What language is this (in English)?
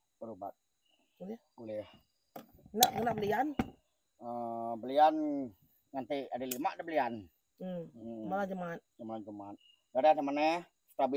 Iban